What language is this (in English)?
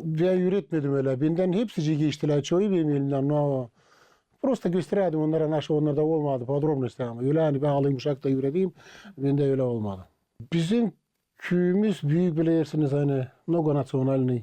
Gagauz